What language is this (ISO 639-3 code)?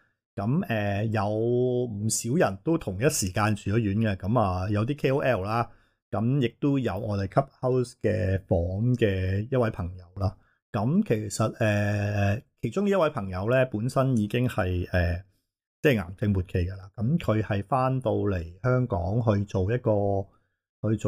yue